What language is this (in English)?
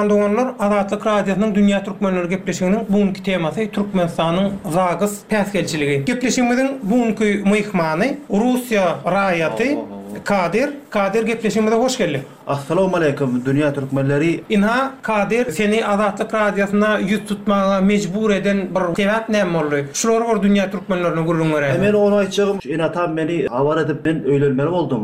Turkmen